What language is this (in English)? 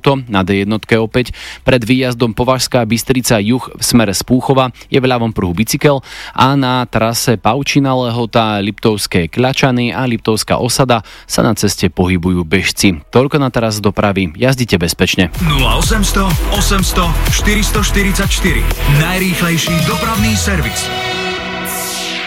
Slovak